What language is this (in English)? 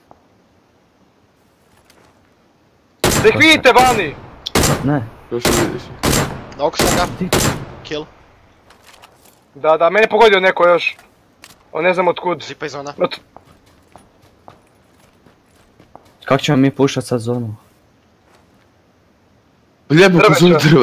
Croatian